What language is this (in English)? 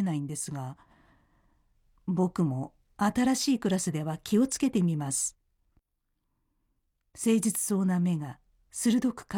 Japanese